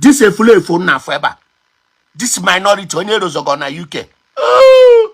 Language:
Igbo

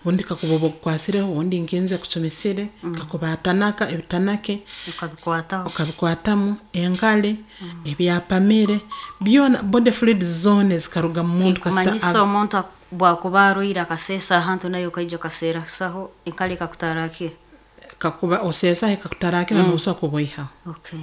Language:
Nyoro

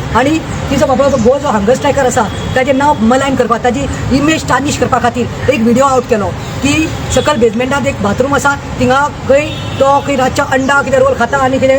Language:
Konkani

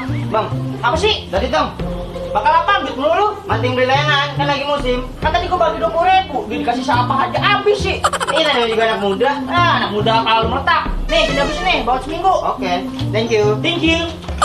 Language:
Betawi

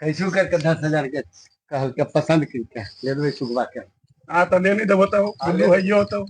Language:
Magahi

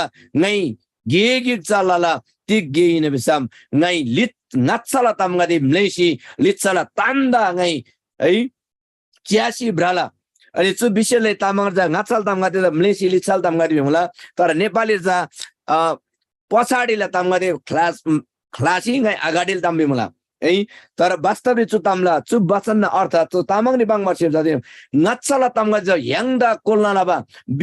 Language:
Eastern Tamang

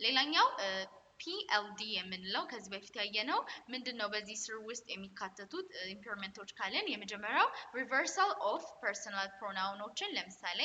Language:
Amharic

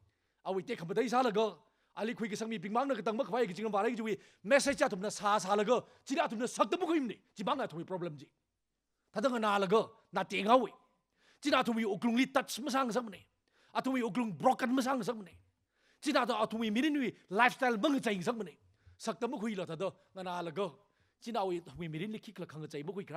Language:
Tangkhul Naga (India)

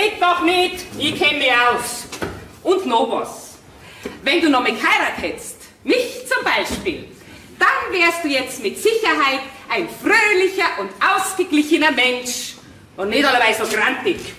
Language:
Bavarian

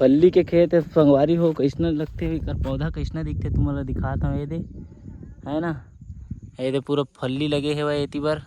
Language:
Chhattisgarhi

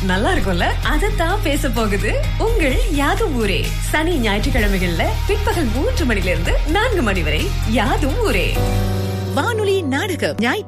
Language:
Tamil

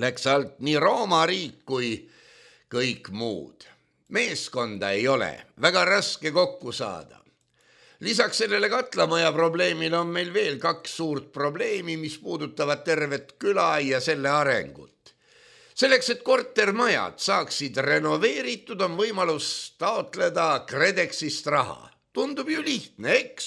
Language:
Estonian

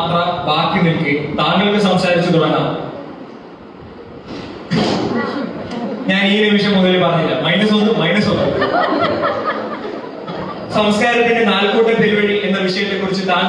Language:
Malayalam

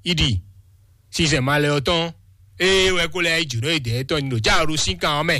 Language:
Fon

